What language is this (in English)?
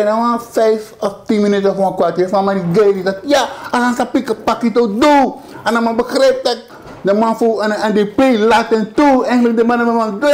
Sranan Tongo